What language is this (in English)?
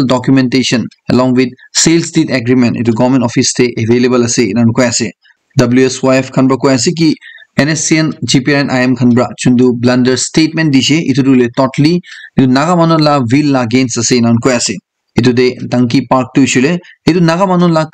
Naga Pidgin